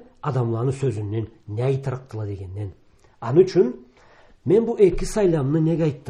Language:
Karachay-Balkar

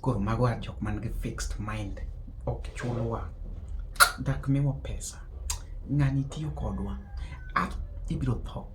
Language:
Luo (Kenya and Tanzania)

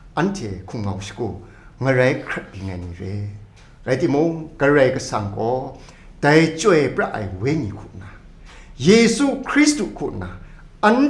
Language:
Kachin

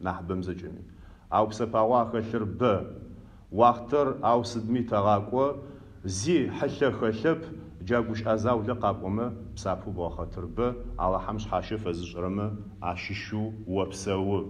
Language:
Adyghe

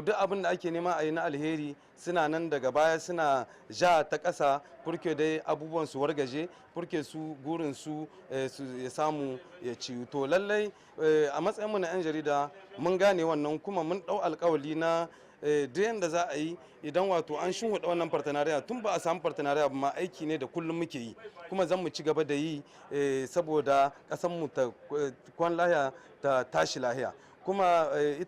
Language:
Hausa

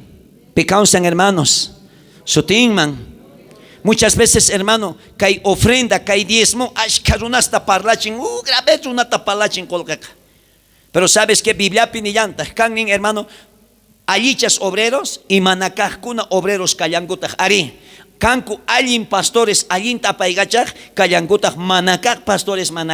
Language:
South Bolivian Quechua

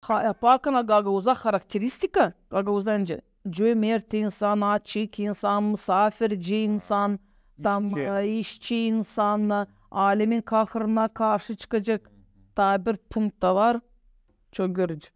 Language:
Gagauz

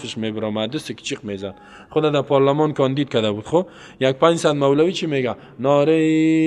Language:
Persian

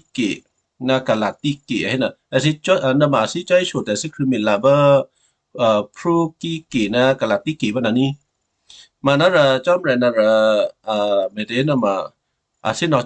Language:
Western Kayah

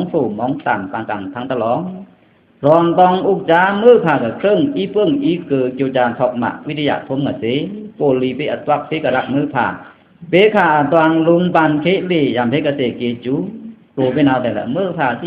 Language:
Pa'o Karen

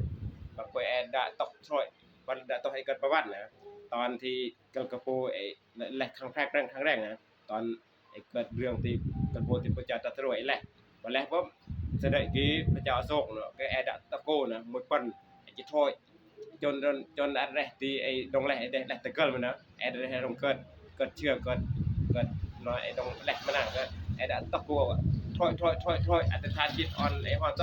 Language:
Northeastern Thai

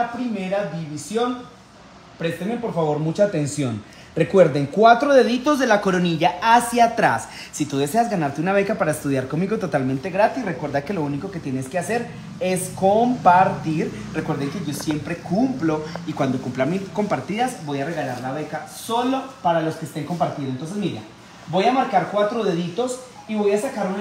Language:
Spanish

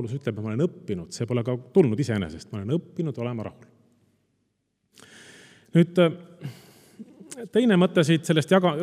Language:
Estonian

